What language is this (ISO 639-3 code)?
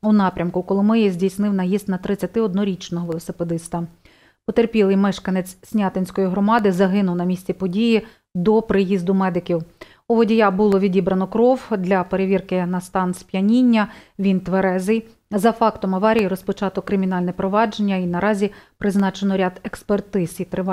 ukr